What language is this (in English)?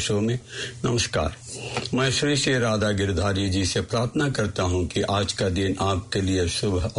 Hindi